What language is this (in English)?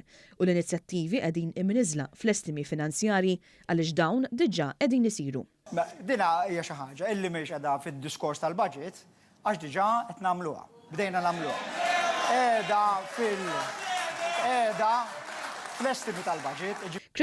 Maltese